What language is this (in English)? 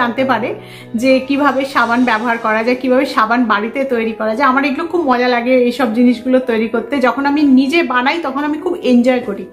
Bangla